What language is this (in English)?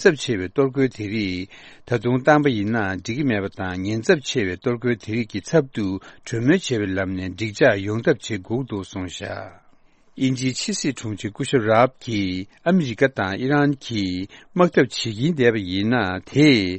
Tibetan